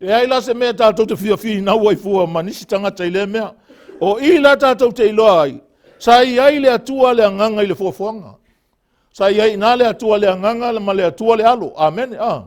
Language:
Samoan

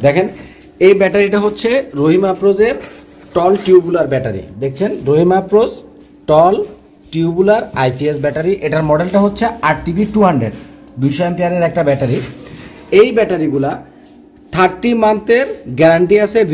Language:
Bangla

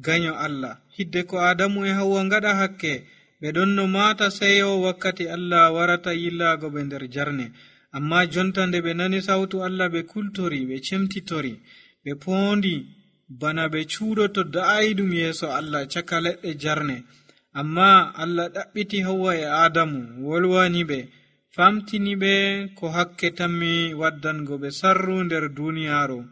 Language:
Nigerian Fulfulde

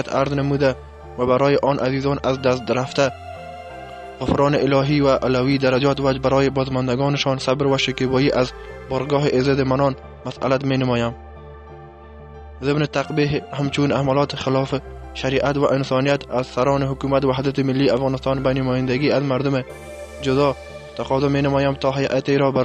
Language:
Persian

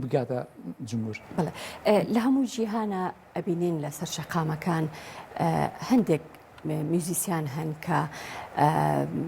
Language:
Central Kurdish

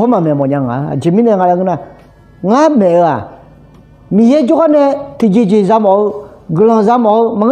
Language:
Akha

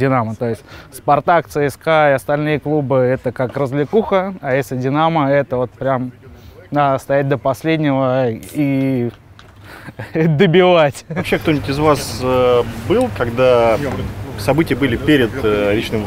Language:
Russian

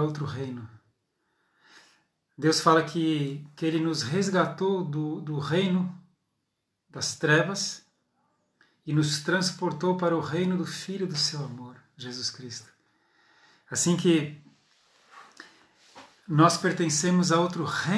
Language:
Portuguese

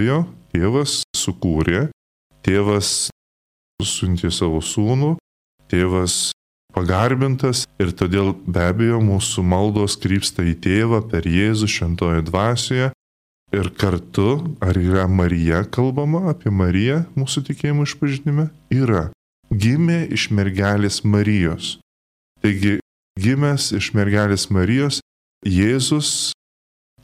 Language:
Lithuanian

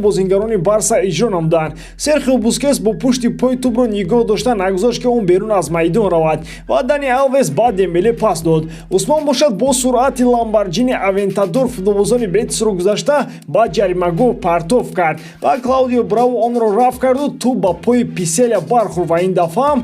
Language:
Tajik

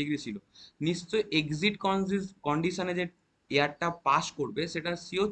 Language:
Bangla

